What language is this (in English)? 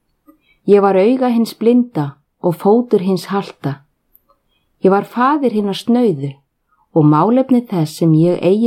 Icelandic